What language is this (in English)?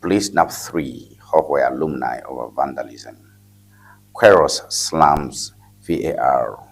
Ewe